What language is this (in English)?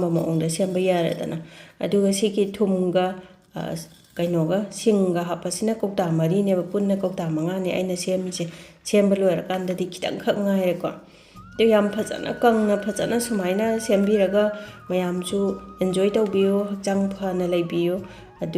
Manipuri